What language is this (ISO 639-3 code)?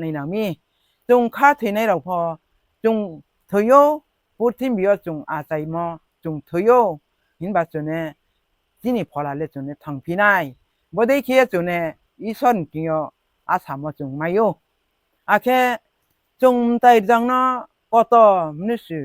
ria